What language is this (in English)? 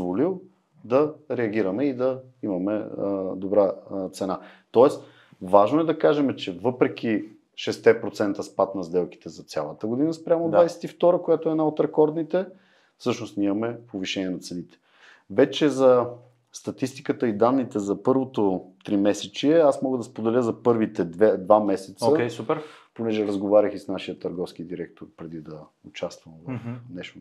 Bulgarian